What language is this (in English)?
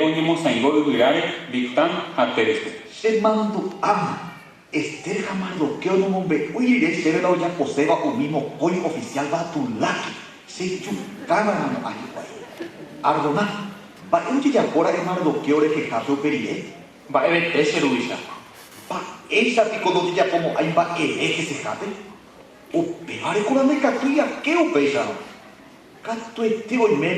Guarani